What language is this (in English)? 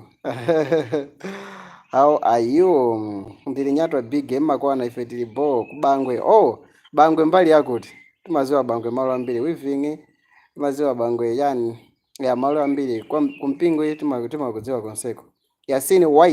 Nyanja